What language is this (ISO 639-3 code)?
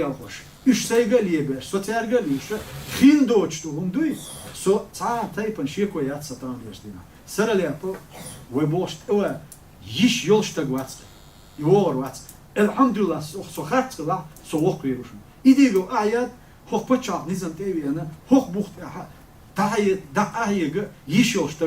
che